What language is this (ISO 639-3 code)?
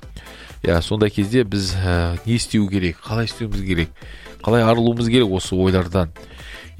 kaz